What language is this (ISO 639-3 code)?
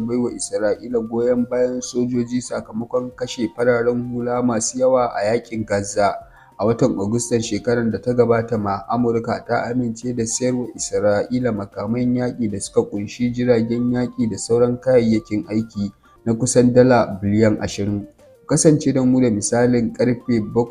hau